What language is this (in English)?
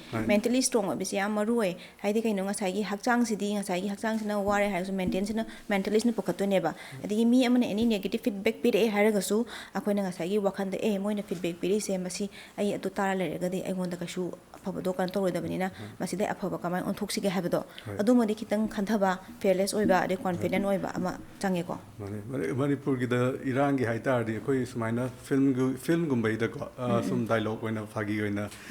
Manipuri